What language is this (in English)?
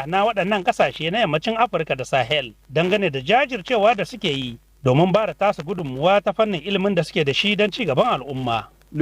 Hausa